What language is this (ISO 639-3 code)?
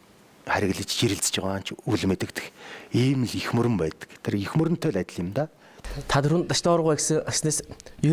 mon